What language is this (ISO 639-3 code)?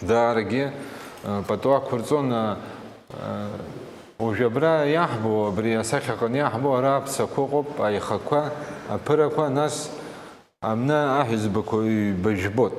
abk